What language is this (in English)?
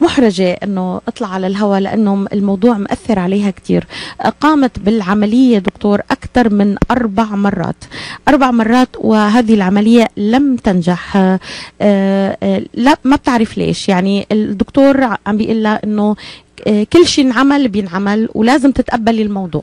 North Levantine Arabic